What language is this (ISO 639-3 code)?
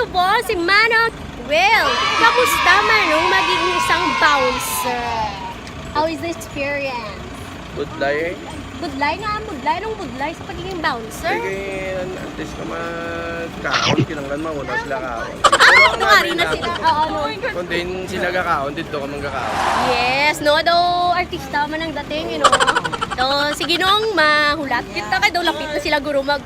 hil